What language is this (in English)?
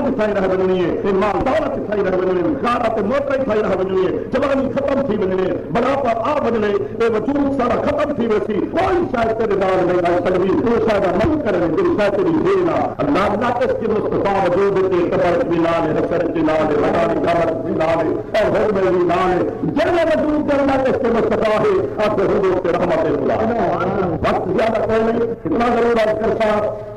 Saraiki